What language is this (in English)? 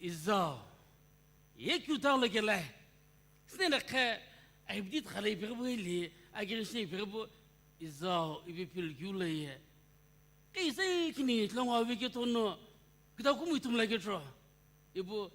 Sumi Naga